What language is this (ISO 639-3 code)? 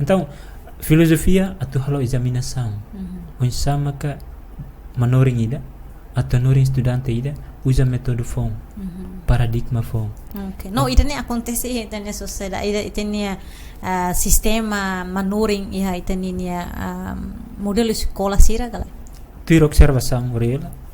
tet